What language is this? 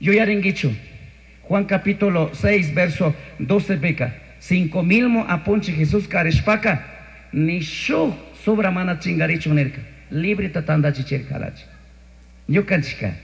Chimborazo Highland Quichua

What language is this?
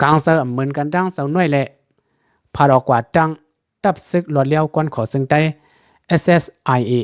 Shan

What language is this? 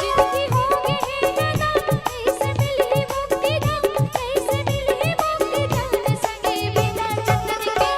Chhattisgarhi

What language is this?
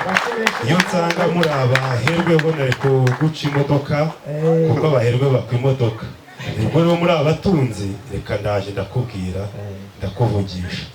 Kinyarwanda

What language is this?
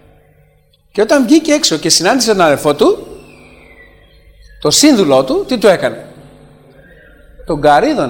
Greek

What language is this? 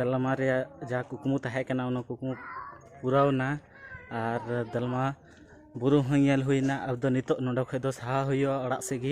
Santali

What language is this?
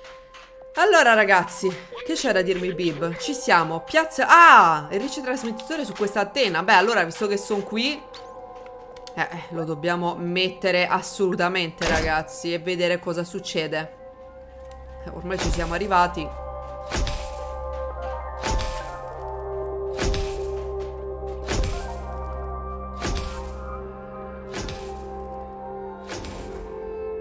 Italian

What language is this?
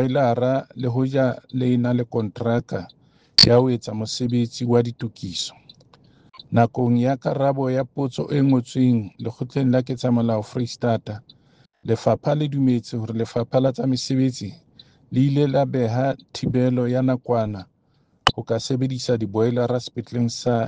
Southern Sotho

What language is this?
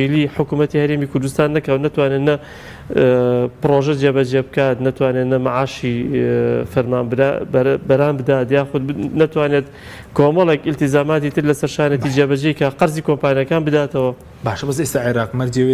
Central Kurdish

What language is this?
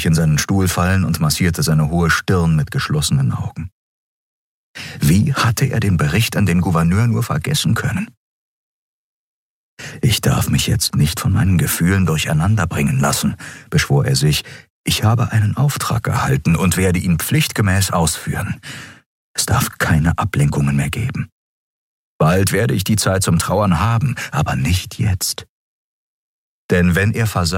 German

